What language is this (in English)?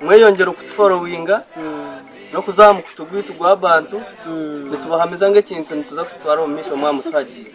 Nyankole